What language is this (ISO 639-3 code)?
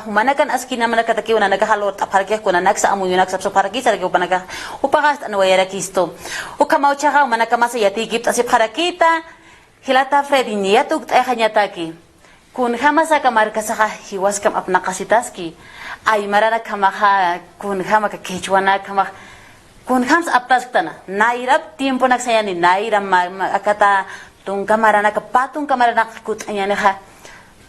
aym